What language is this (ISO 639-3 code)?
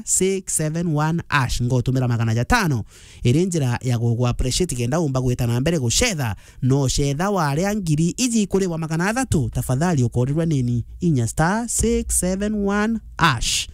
mer